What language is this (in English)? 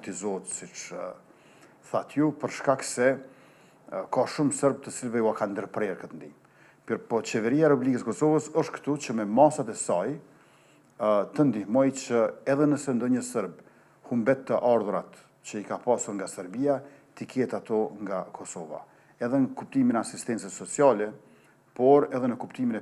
Albanian